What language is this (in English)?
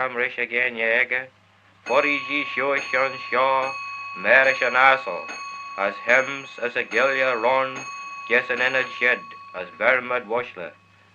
Manx